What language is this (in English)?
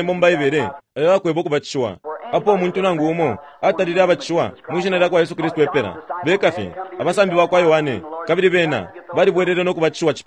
Bemba